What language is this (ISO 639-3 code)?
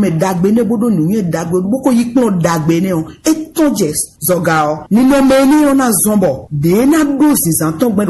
fon